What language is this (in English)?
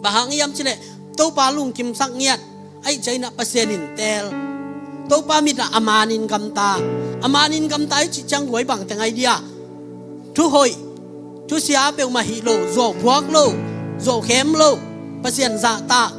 Tedim Chin